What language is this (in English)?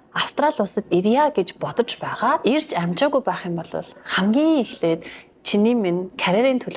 Mongolian